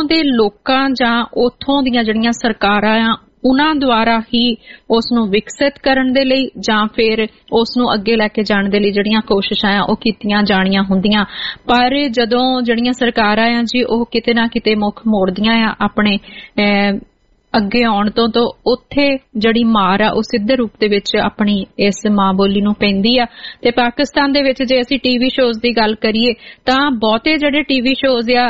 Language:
Punjabi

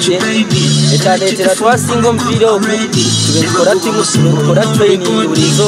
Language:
Nyankole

